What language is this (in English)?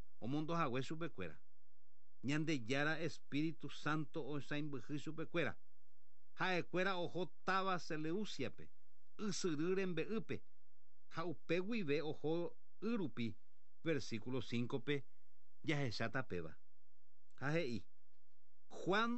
Guarani